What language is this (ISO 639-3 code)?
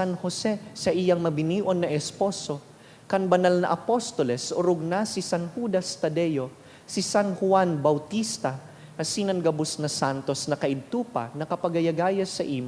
bik